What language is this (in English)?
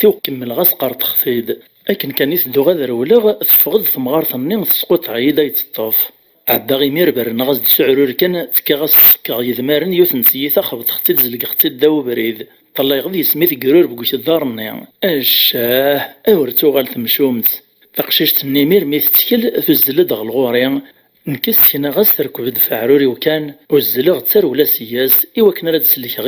Kabyle